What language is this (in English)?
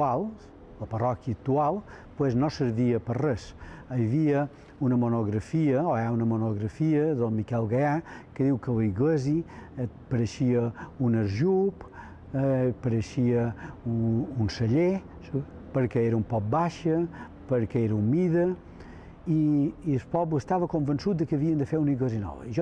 Catalan